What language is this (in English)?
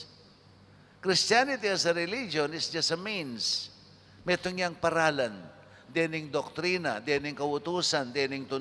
Pampanga